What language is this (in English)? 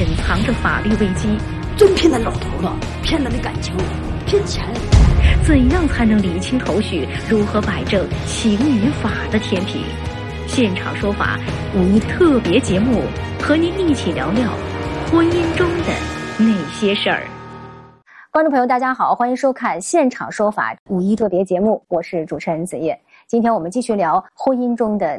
Chinese